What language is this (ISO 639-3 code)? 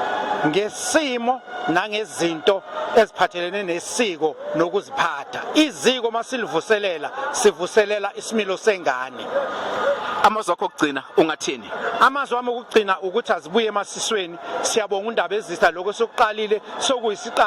zul